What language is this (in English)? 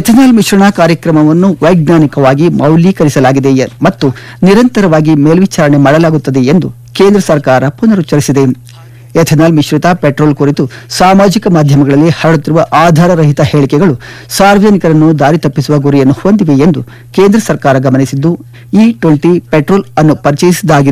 Kannada